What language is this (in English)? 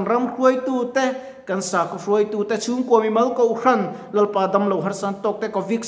Mizo